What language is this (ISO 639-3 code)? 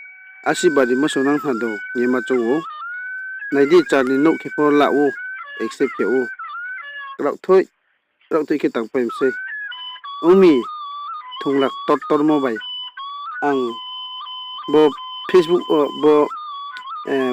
ria